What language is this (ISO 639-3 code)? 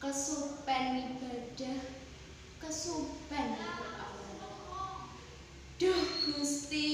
jav